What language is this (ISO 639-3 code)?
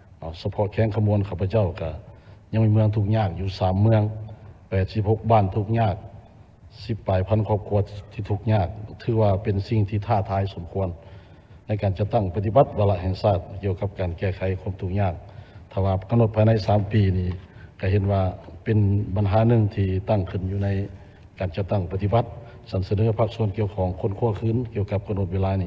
lao